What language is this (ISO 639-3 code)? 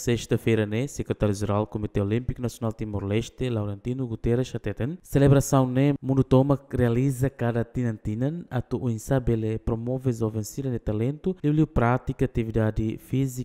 tet